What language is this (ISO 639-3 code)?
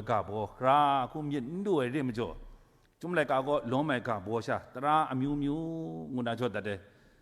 kac